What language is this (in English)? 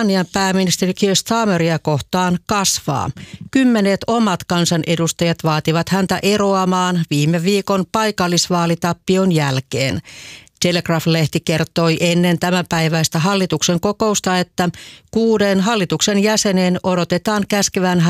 Finnish